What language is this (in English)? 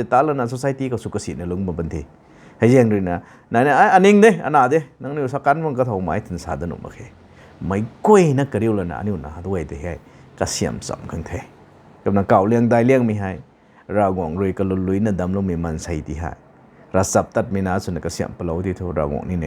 Rongmei Naga